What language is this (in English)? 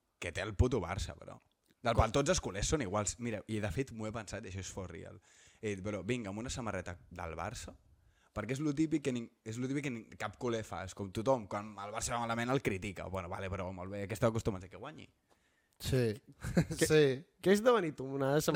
Catalan